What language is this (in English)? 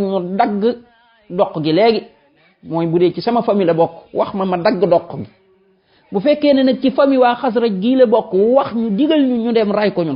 Wolof